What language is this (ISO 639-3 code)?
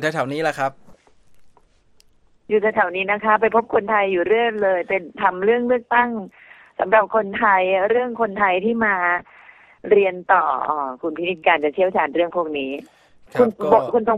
tha